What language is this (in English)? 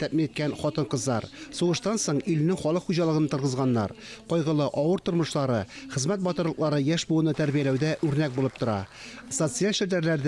Tatar